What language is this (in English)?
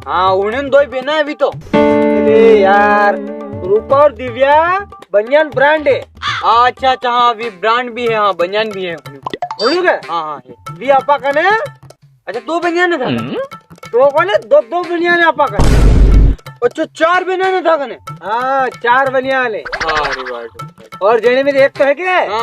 Rajasthani